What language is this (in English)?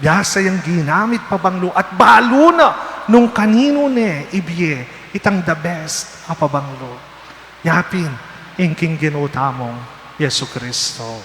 Pampanga